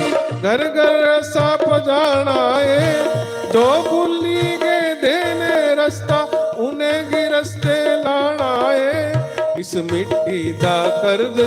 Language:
Dogri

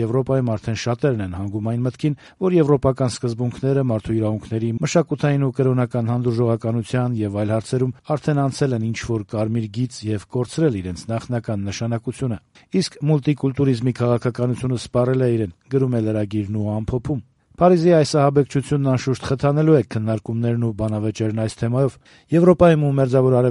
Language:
Armenian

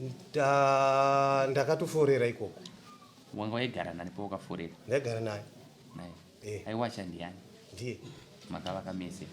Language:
Shona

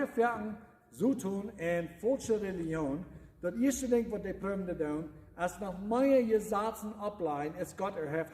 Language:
Plautdietsch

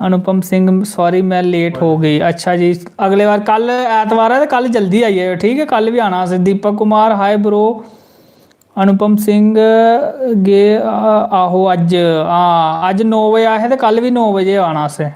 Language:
Dogri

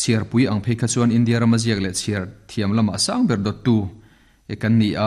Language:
Mizo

